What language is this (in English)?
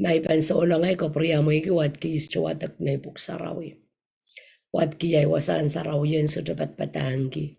Pohnpeian